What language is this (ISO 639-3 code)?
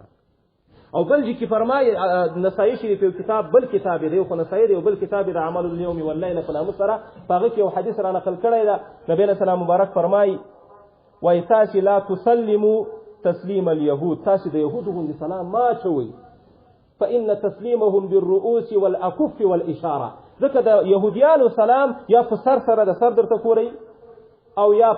pus